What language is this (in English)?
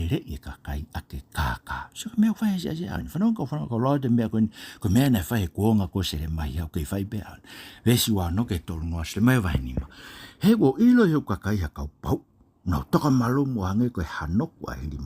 Tongan